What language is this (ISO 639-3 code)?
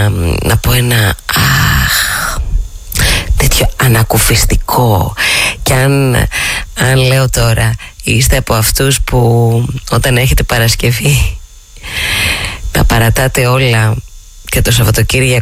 ell